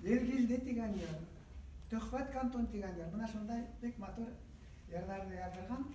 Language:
Bashkir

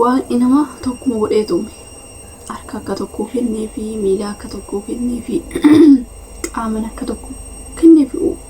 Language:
Oromo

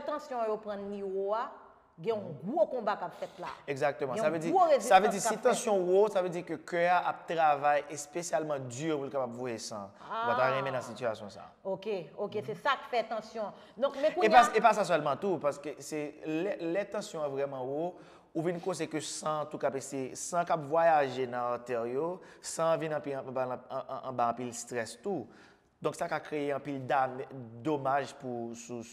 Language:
Haitian Creole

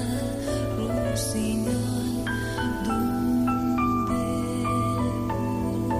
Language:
Catalan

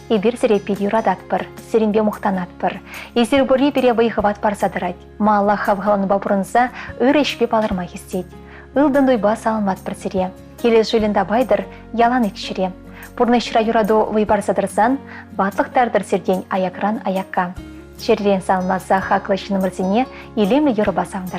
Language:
Chuvash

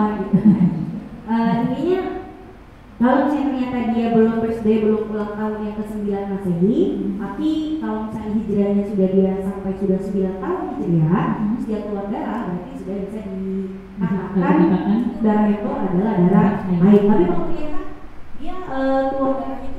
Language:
Indonesian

